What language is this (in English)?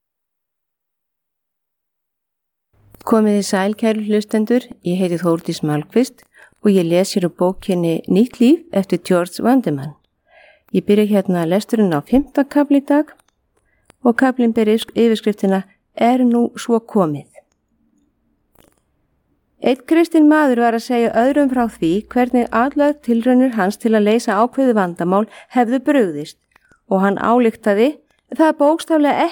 Icelandic